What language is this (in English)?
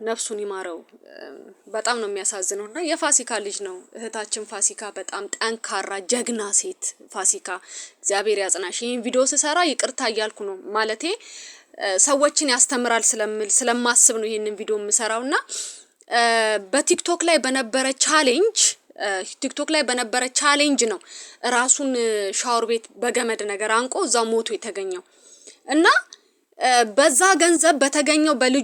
Amharic